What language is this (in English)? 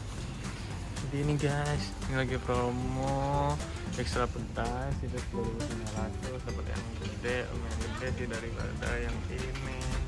Indonesian